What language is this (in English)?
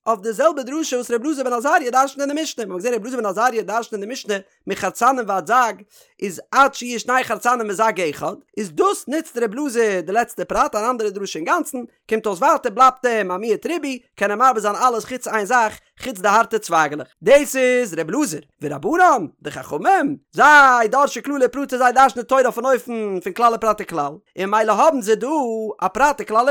Yiddish